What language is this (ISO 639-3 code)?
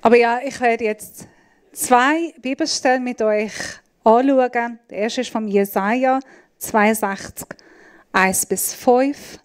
gsw